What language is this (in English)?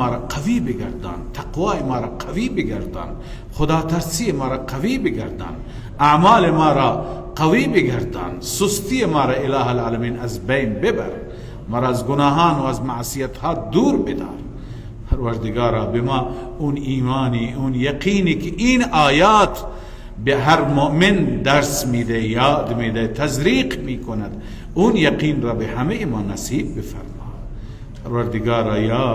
Persian